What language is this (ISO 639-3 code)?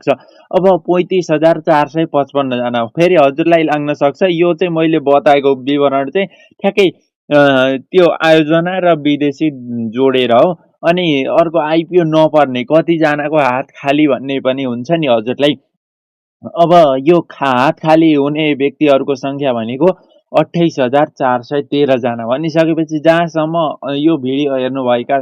nep